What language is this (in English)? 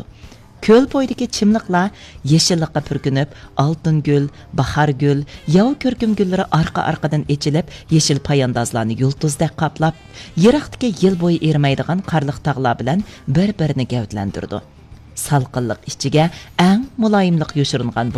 Uyghur